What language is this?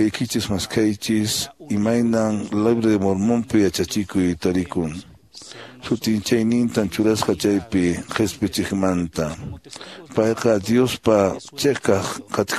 Quechua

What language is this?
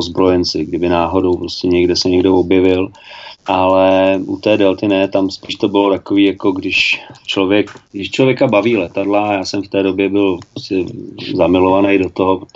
Czech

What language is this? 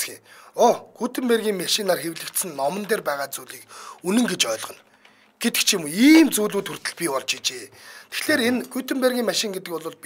Mongolian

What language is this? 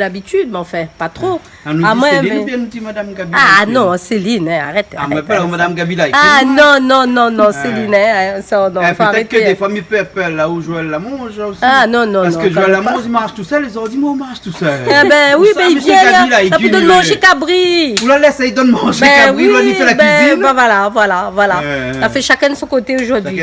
Réunion Creole French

